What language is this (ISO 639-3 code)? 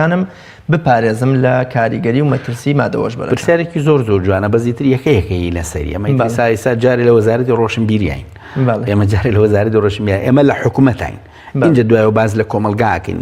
ckb